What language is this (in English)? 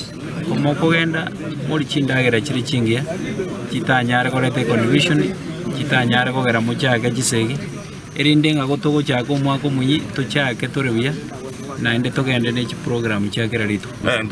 Gusii